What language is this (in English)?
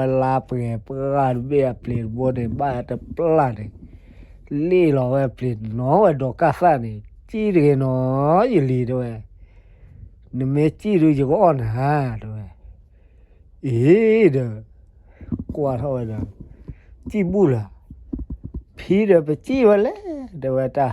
S'gaw Karen